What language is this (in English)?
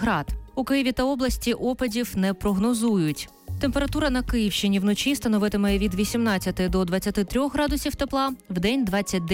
Ukrainian